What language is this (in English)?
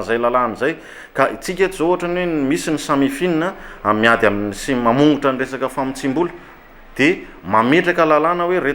Malagasy